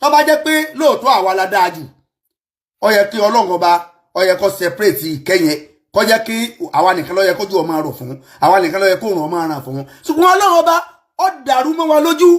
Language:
Yoruba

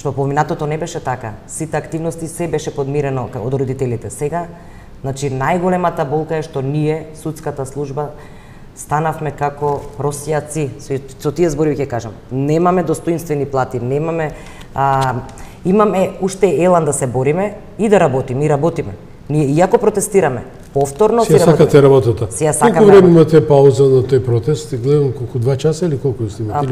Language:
Macedonian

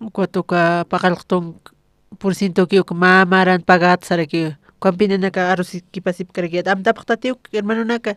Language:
Aymara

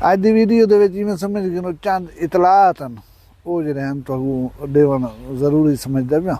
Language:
Saraiki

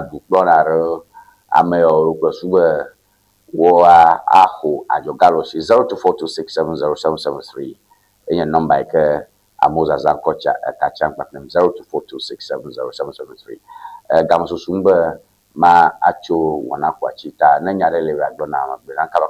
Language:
Ewe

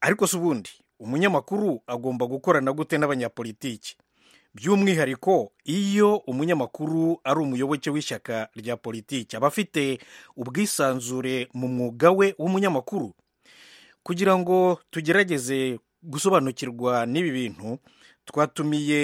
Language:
Kinyarwanda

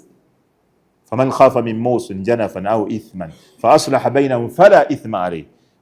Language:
Ganda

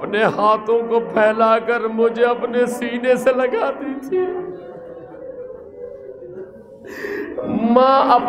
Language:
Urdu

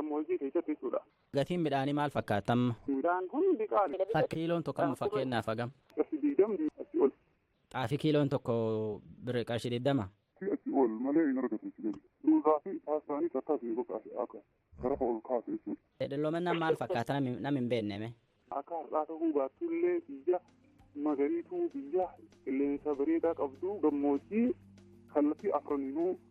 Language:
Oromo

